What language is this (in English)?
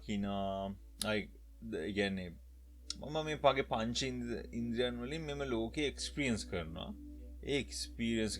Sinhala